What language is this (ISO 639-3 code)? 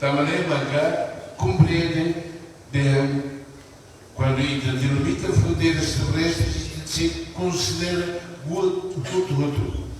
tet